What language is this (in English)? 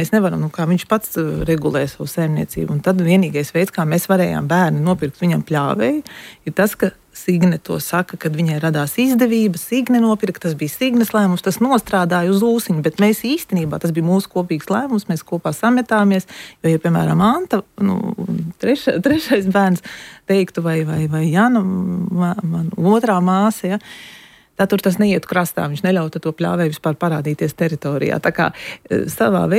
Latvian